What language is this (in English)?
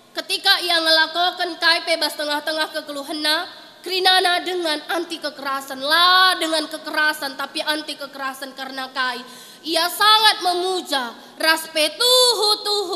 Batak Karo